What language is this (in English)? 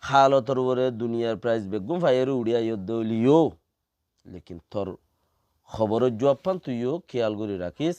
Rohingya